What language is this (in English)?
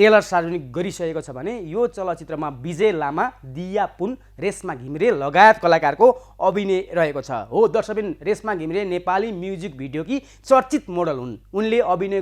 Nepali